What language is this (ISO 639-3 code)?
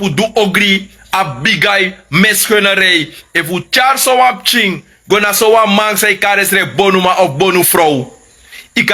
srn